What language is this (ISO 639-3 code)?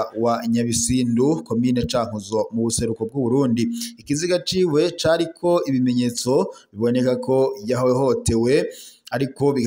run